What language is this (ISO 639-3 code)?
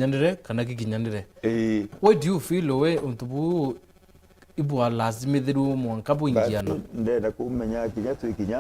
mer